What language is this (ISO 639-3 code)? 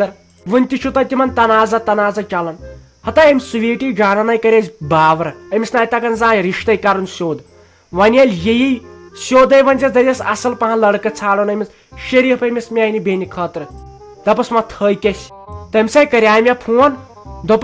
kas